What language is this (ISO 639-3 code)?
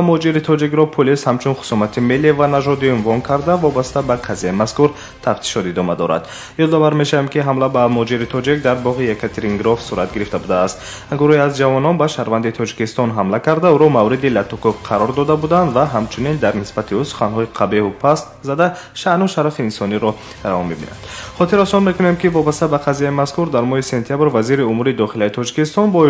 tgk